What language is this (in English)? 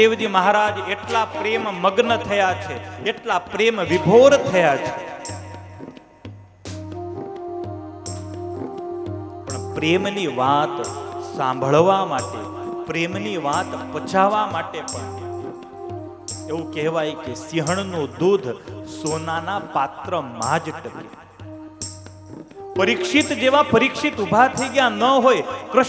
Gujarati